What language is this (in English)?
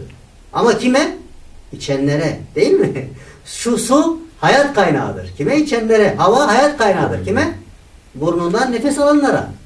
Turkish